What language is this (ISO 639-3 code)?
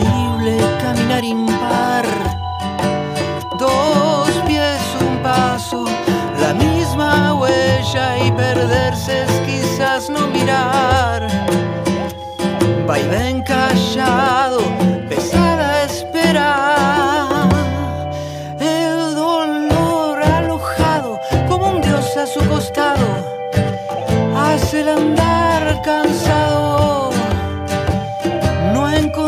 spa